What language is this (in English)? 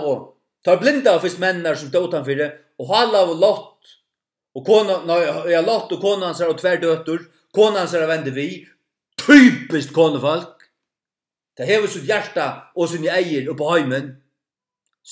Faroese